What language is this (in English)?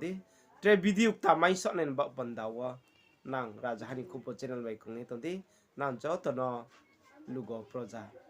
Riang (India)